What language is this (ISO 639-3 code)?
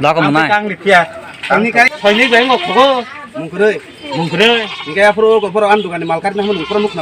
trp